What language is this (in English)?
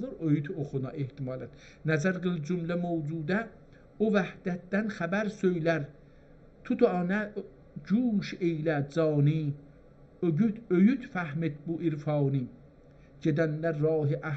South Azerbaijani